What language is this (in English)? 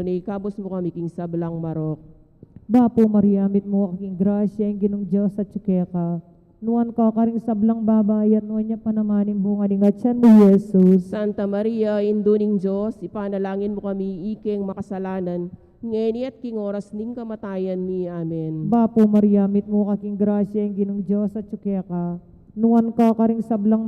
Pampanga